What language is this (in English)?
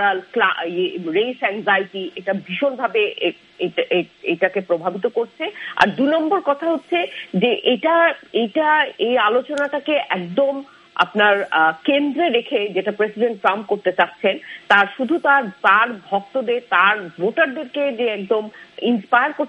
Bangla